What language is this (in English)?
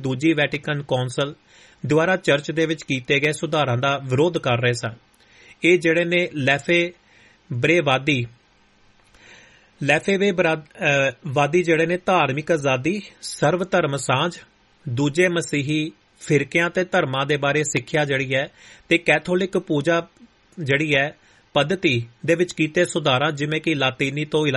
Punjabi